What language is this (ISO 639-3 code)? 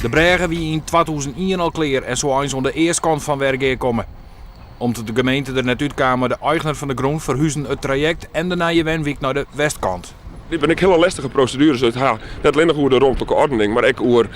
fry